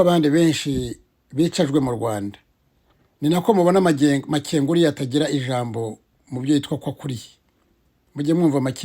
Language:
Kinyarwanda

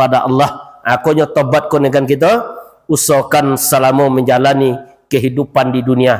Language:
Minangkabau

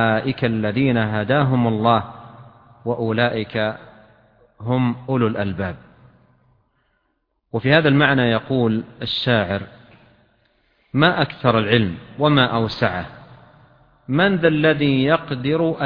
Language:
Arabic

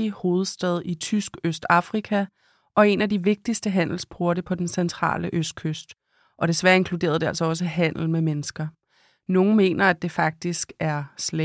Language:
Danish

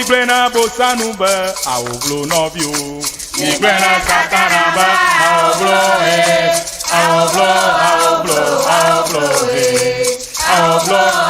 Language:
Ewe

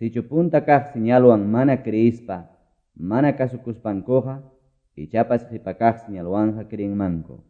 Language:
Quechua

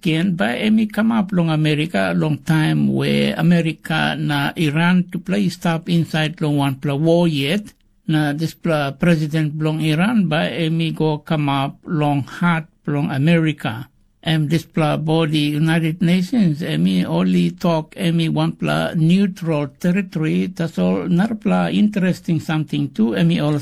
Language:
Tok Pisin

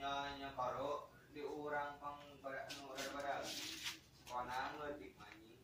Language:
Sundanese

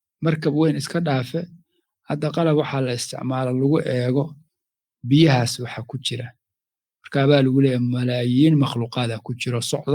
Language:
Somali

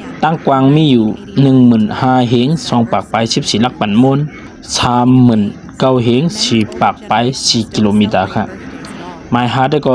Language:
Shan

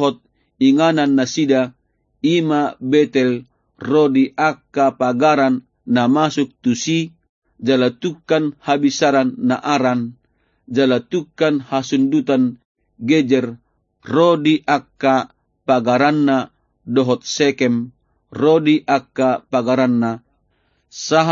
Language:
Batak Toba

